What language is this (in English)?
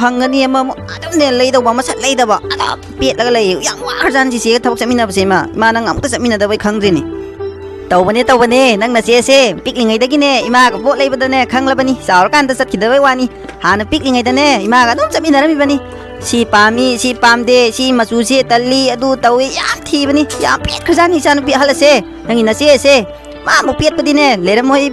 Manipuri